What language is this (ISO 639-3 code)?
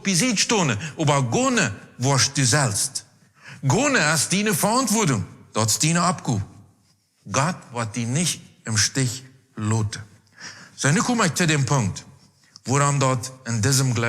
pdt